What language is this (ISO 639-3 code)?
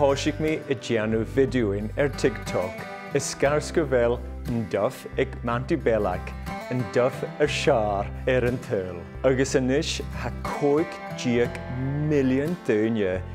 gla